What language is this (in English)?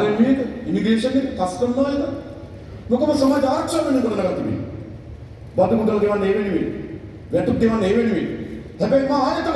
Sinhala